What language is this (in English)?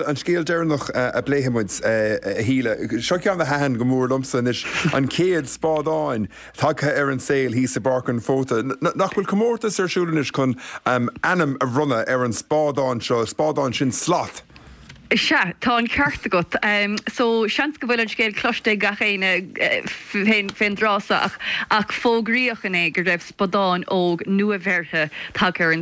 Irish